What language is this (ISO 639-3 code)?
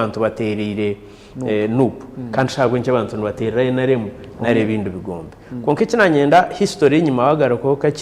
nyn